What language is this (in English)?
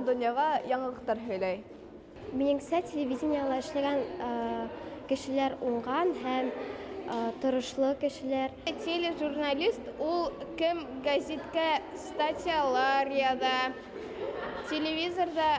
Bashkir